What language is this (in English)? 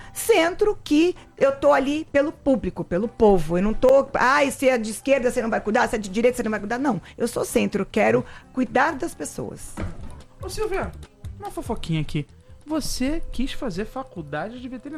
Portuguese